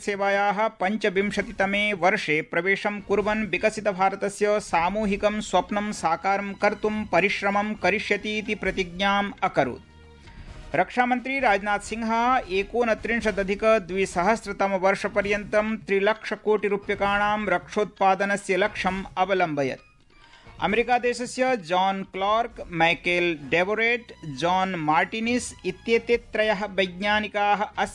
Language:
Sanskrit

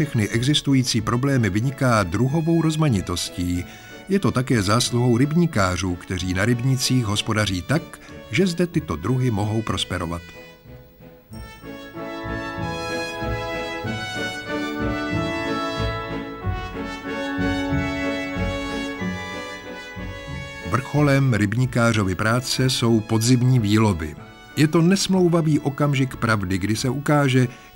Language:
Czech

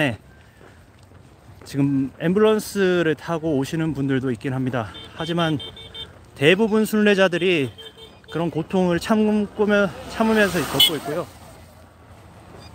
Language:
Korean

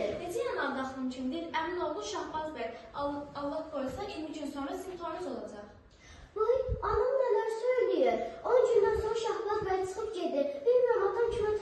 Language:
Azerbaijani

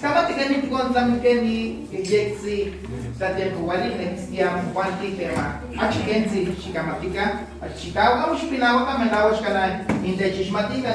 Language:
Nahuatl languages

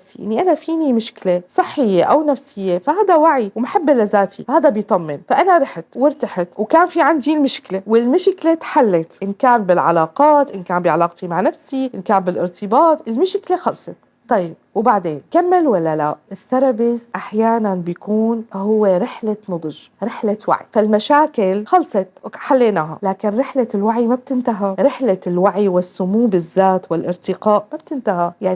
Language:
Egyptian Arabic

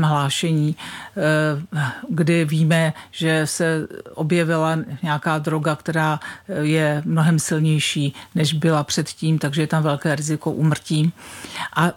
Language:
Czech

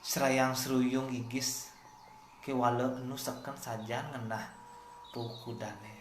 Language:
Balinese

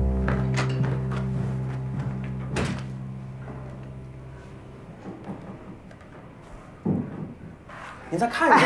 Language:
Chinese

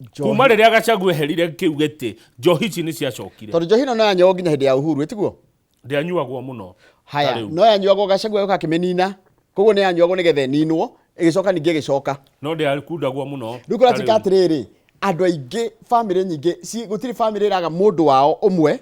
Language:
Kikuyu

